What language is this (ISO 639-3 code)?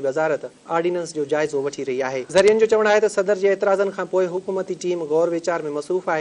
snd